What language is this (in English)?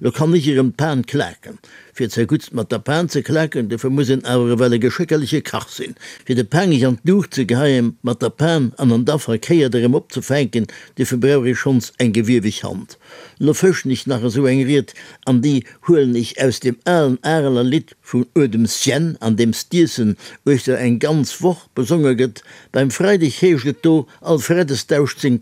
Luxembourgish